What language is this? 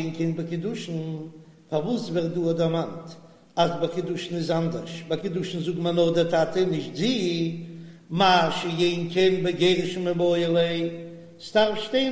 Yiddish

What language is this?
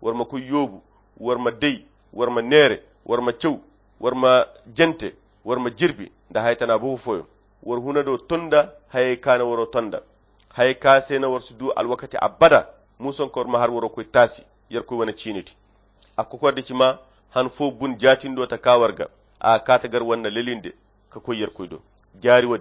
Koyra Chiini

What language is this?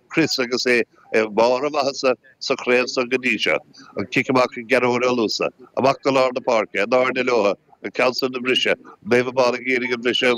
Irish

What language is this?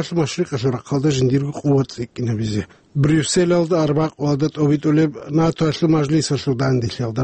Avaric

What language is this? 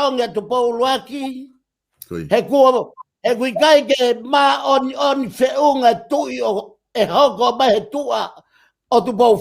Tongan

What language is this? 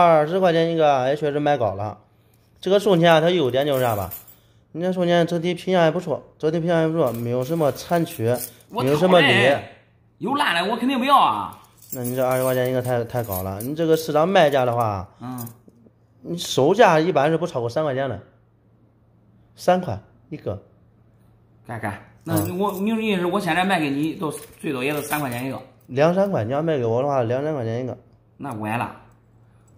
Chinese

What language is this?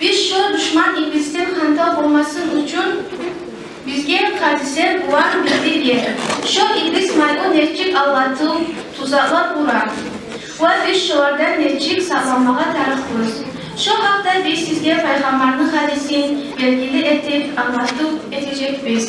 Kumyk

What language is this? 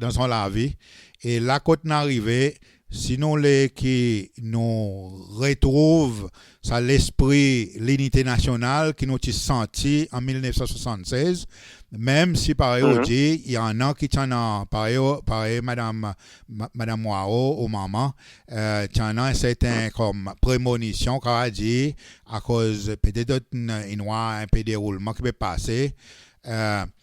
Seselwa Creole French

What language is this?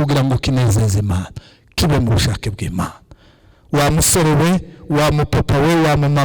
Kinyarwanda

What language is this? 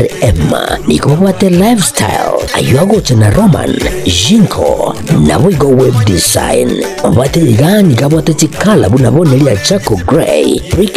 Gusii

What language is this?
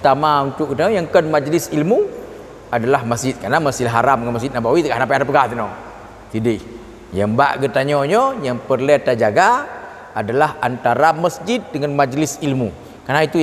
Achinese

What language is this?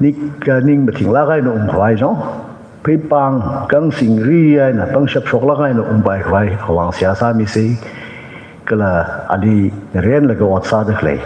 Tangkhul Naga (India)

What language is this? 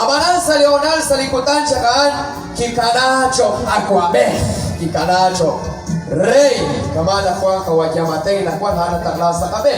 Kekchí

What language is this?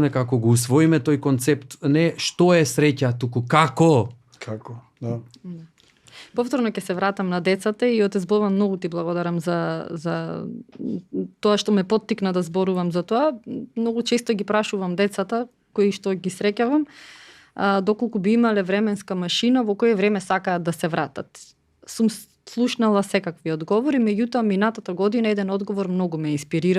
Macedonian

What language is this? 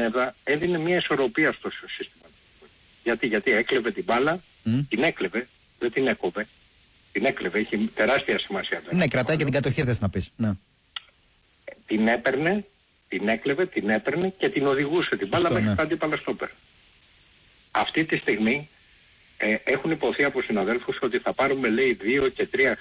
Greek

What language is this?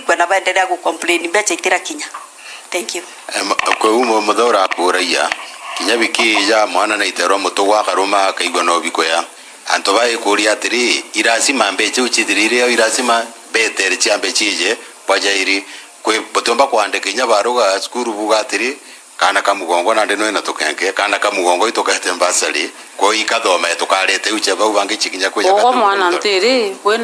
Meru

